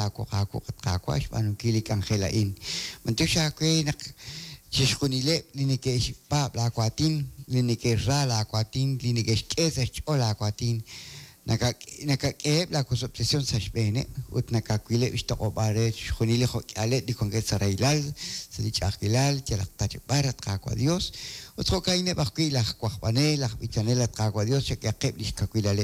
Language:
Kekchí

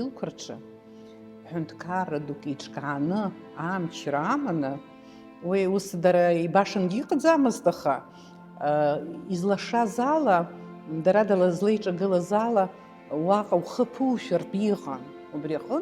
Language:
Abkhazian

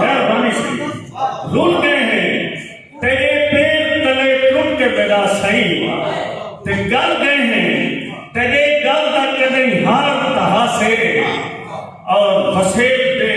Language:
Saraiki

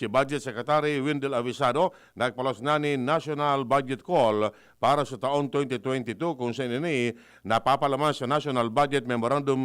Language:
Bikol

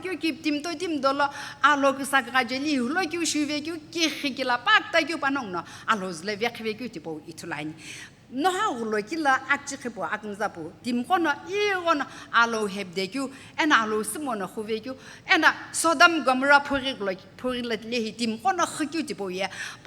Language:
Sumi Naga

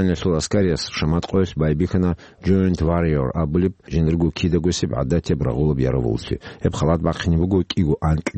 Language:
Avaric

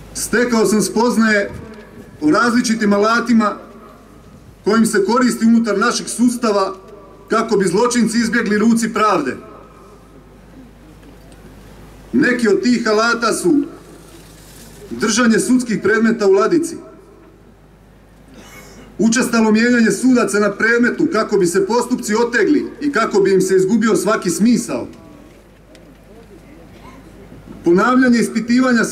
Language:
Croatian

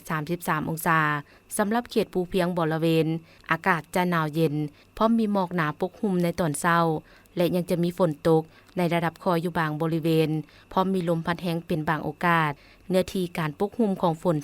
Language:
Lao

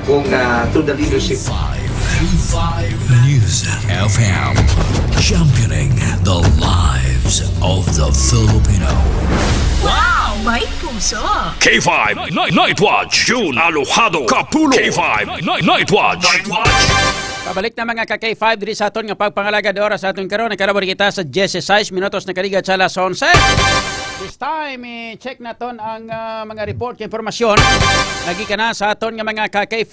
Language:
Hiligaynon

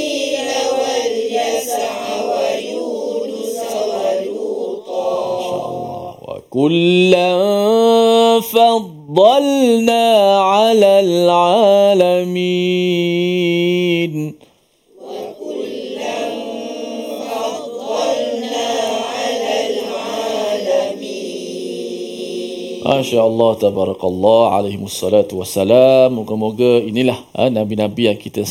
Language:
Malay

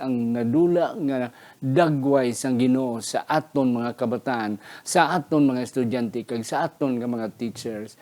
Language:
Hiligaynon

